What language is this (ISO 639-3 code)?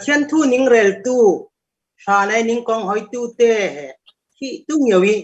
cfm